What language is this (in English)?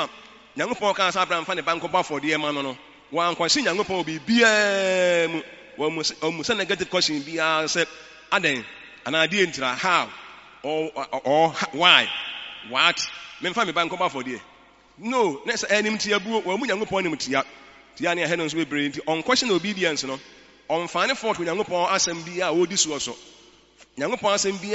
Akan